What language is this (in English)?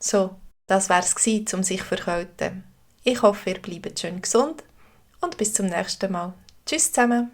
Swiss German